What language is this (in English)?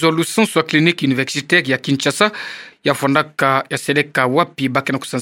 Kituba (Democratic Republic of Congo)